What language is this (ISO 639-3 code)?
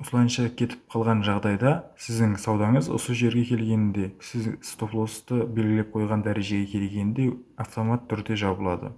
kaa